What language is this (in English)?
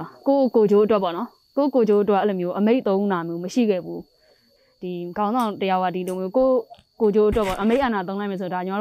Burmese